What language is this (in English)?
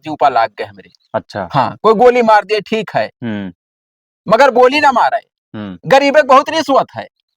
Awadhi